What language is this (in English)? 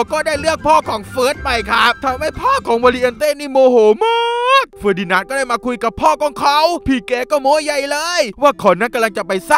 Thai